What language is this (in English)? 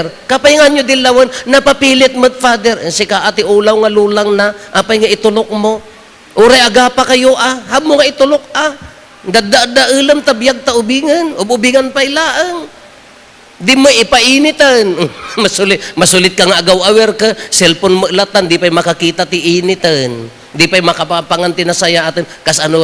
Iloko